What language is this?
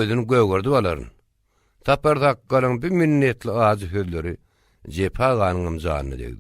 Turkmen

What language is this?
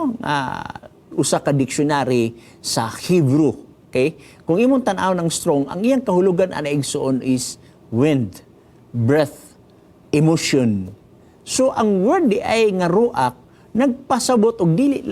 Cebuano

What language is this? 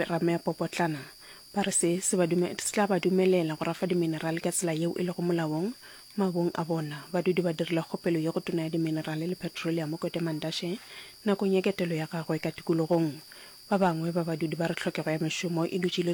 Northern Sotho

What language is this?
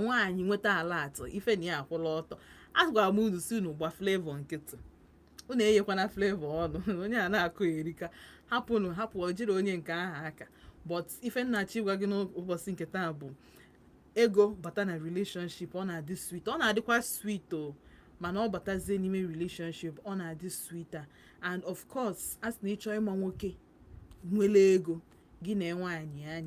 Igbo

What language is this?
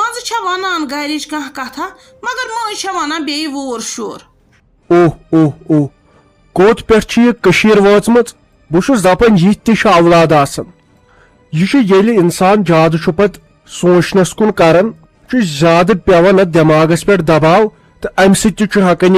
Kashmiri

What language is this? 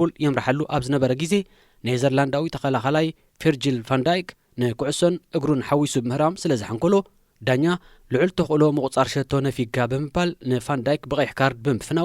Tigrinya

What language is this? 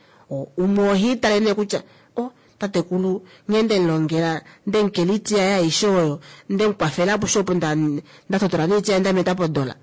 Kuanyama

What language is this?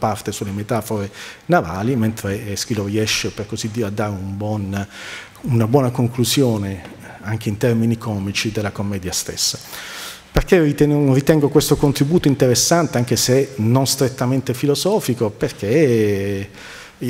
Italian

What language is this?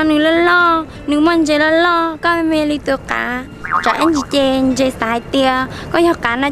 Hmong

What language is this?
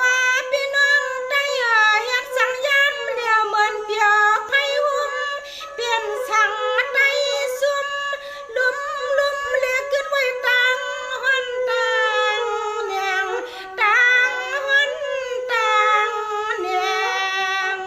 Shan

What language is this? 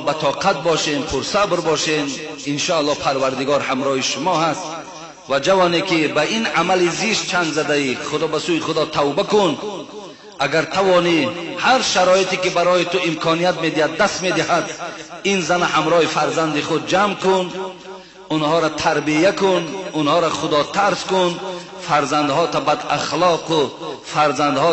Tajik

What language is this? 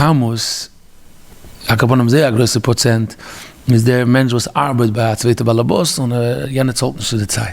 Yiddish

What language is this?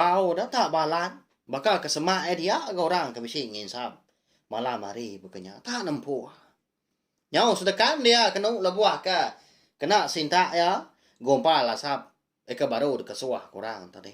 Iban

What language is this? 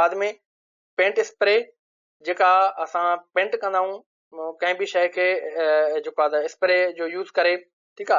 Sindhi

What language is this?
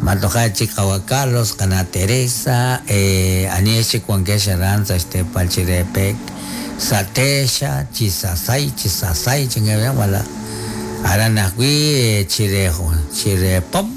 Kekchí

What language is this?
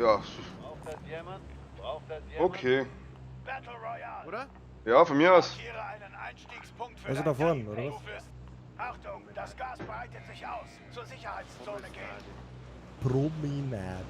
Bavarian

